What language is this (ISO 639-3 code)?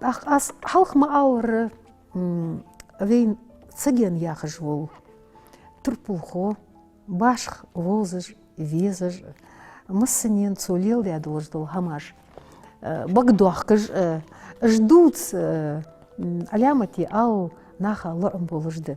inh